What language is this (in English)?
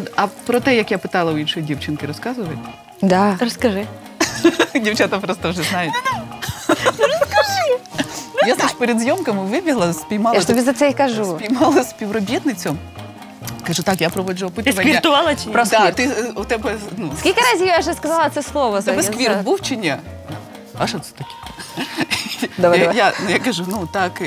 Ukrainian